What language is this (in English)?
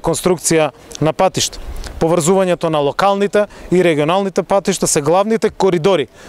Macedonian